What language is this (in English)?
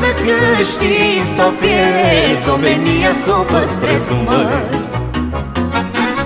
Romanian